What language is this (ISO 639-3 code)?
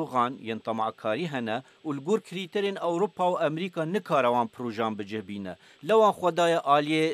kur